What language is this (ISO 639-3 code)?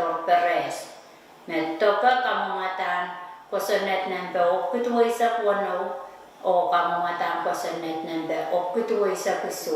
pon